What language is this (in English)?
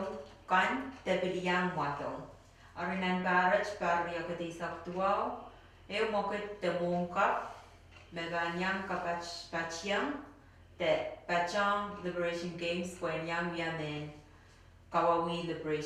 Pohnpeian